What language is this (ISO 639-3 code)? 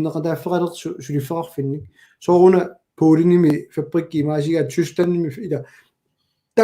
kal